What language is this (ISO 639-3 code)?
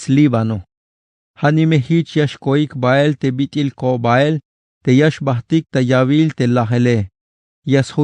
tzh